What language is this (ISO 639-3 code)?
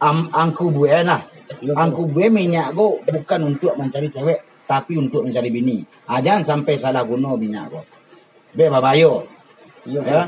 min